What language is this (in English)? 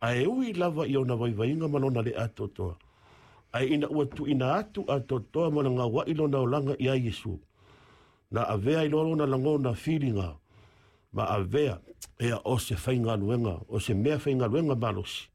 Samoan